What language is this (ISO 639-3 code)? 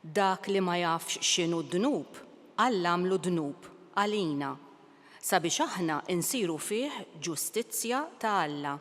mlt